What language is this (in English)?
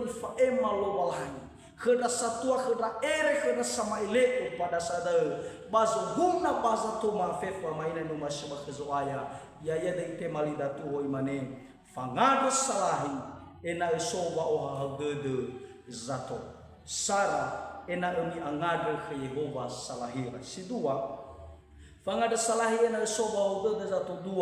Nias